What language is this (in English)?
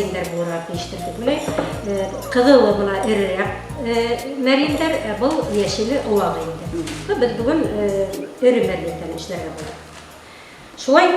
Bashkir